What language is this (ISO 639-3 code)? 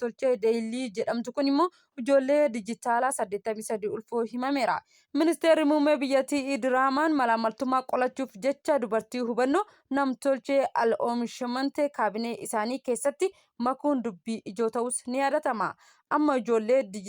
orm